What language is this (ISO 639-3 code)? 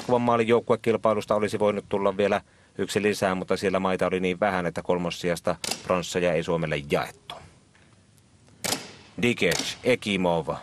fin